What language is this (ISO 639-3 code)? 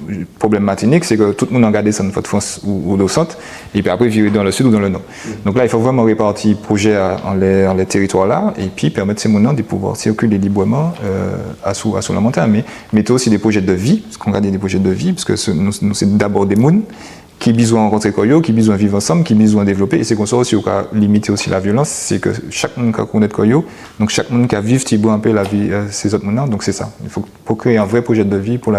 gcf